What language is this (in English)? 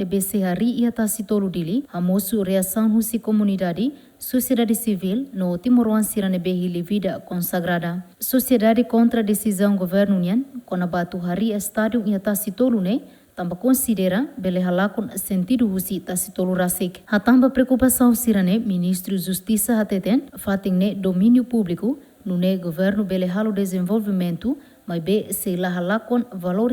Tetum